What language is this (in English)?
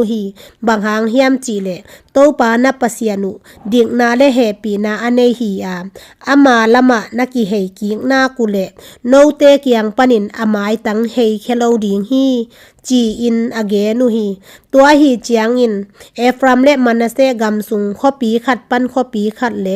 Tedim Chin